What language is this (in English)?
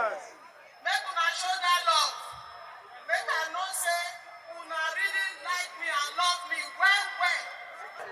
Nigerian Pidgin